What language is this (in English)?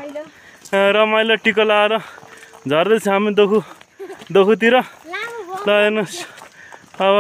Nepali